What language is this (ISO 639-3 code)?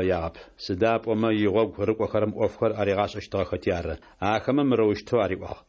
ady